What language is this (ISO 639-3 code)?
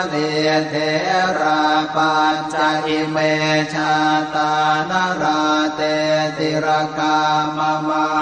pli